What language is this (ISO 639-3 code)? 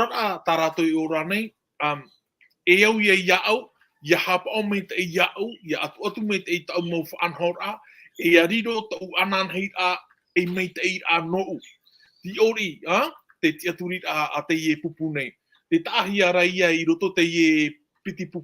tah